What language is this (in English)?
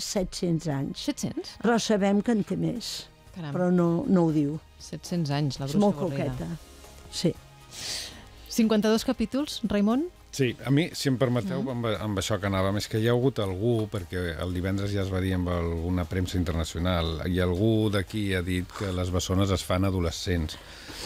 Catalan